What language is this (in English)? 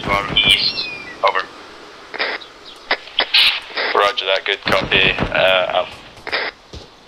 English